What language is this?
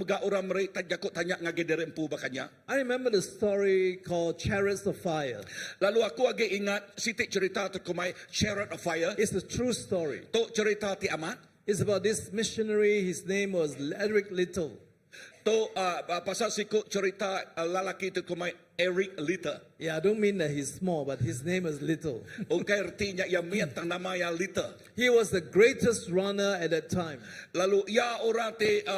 Iban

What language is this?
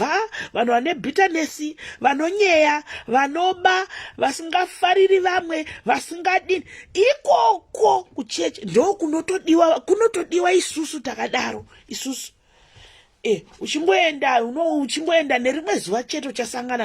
Shona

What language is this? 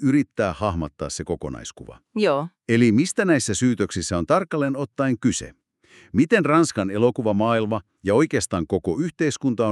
Finnish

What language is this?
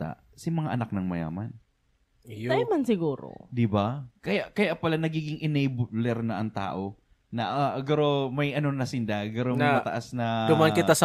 Bikol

